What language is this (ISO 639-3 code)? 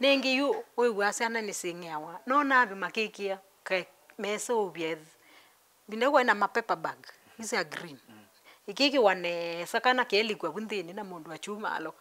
kam